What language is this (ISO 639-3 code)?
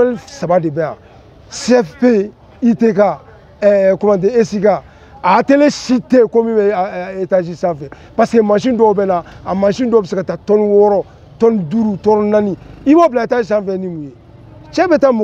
bam